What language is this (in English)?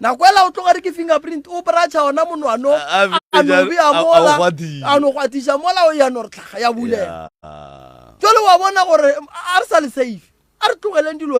Northern Sotho